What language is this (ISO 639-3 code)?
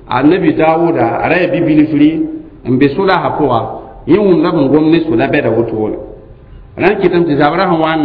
mos